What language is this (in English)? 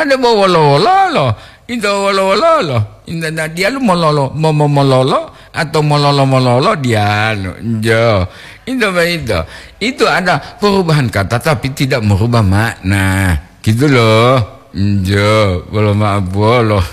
Gorontalo